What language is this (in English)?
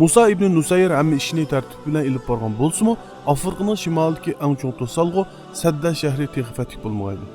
Uyghur